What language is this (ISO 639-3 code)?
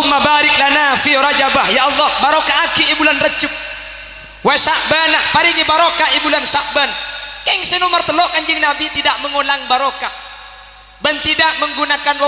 mad